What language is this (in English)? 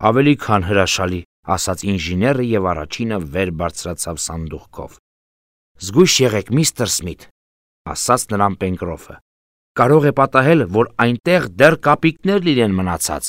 Armenian